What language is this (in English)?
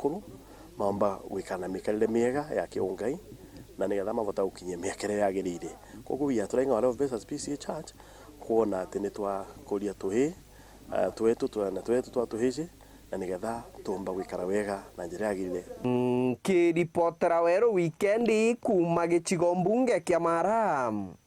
Meru